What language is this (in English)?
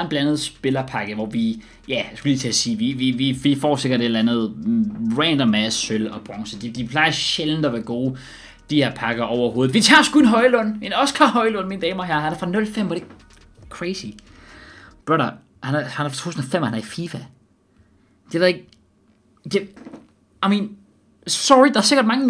Danish